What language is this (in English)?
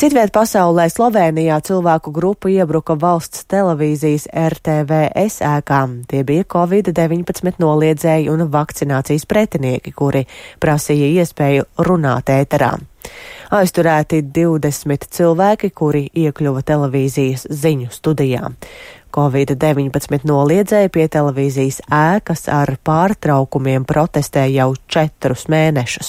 Latvian